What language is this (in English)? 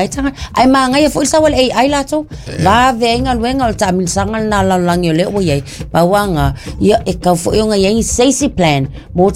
Samoan